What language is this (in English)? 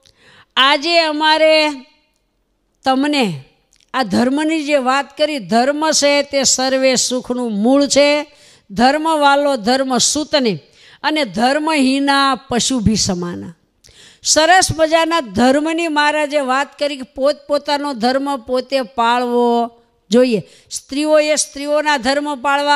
Gujarati